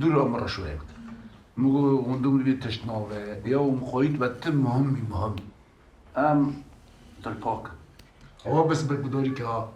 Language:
Kurdish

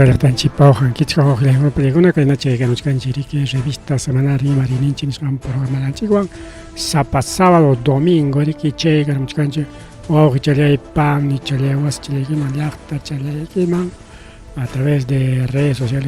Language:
Ayacucho Quechua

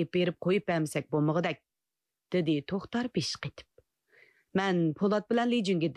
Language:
Uyghur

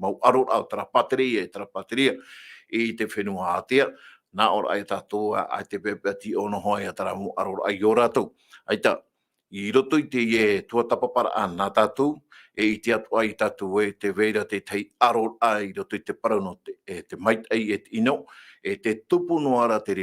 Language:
Tahitian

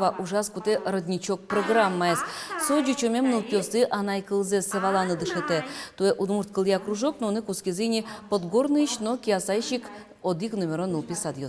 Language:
Udmurt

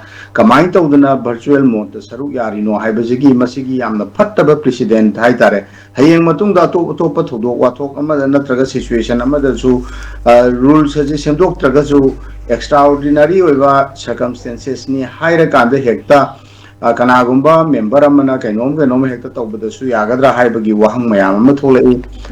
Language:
Manipuri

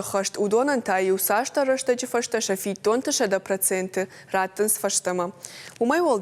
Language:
Ossetic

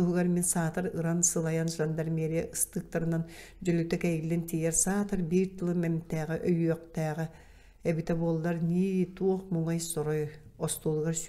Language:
Yakut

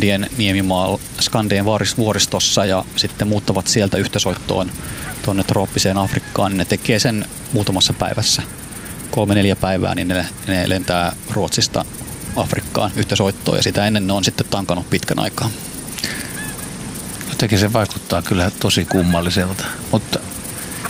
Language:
Finnish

